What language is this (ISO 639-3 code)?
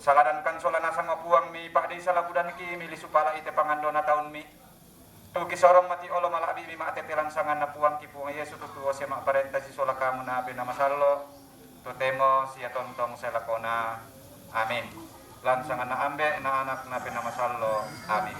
sda